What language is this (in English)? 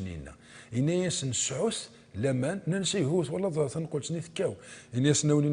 Kabyle